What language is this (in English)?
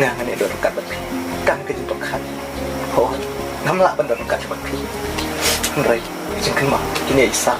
Khasi